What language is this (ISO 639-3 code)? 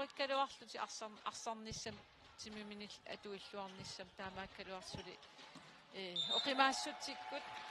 kal